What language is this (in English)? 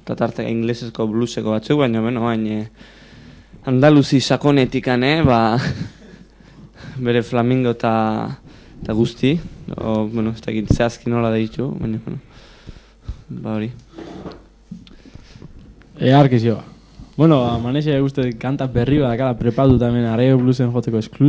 Basque